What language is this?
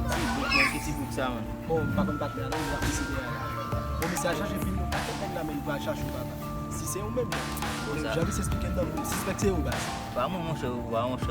Haitian Creole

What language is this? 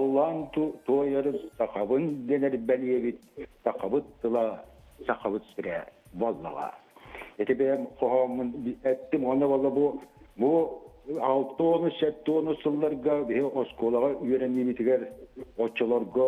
Yakut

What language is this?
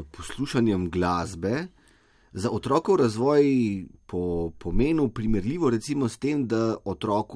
Slovenian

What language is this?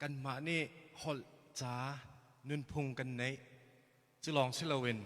Hakha Chin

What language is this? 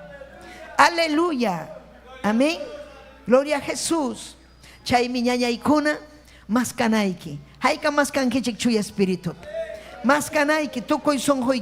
Ayacucho Quechua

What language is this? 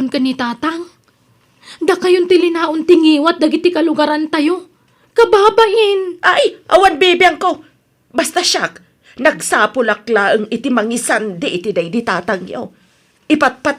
Iloko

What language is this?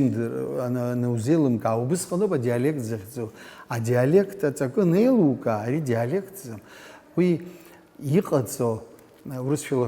Abkhazian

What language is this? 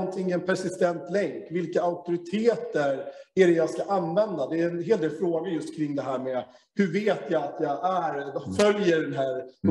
Swedish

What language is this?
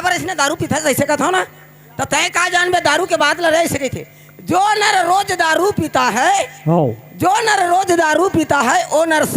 Chhattisgarhi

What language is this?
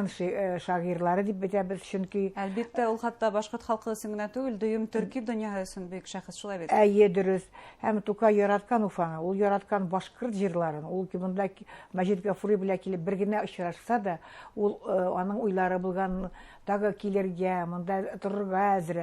Bashkir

